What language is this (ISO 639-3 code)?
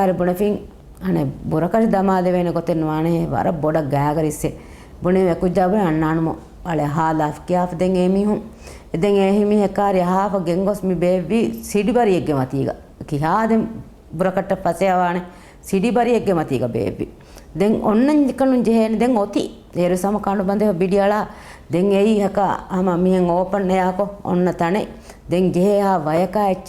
div